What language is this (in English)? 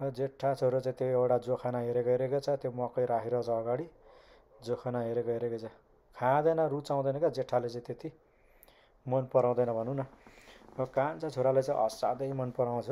Nepali